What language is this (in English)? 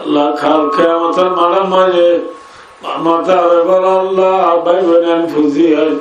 Rohingya